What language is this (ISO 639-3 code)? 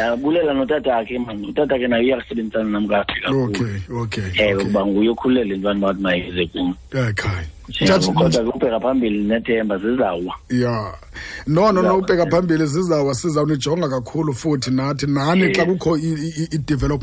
xho